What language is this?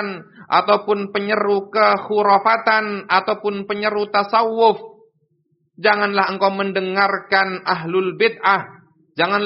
Indonesian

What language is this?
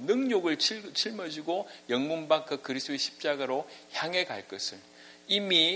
Korean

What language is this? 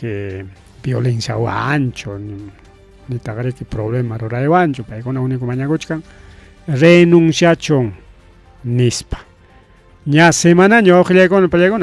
Ayacucho Quechua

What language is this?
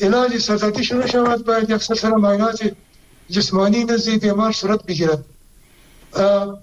Persian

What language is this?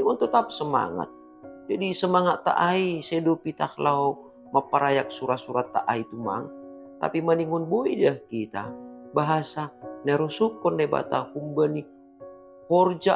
Batak Simalungun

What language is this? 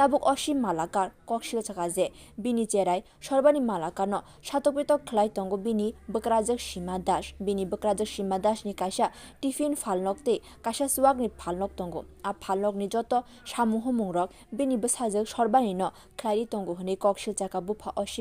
Kok Borok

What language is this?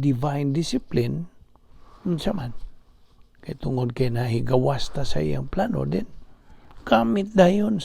Cebuano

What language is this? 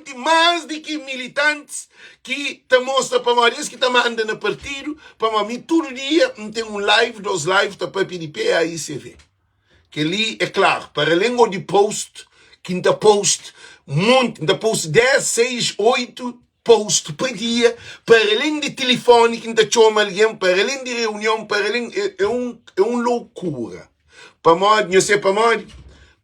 Kabuverdianu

